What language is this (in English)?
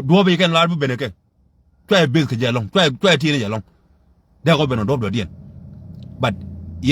Nuer